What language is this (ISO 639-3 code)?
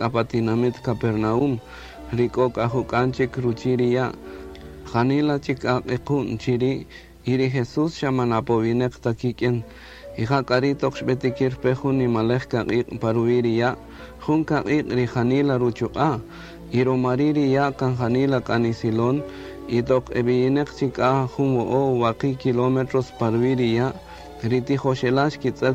cak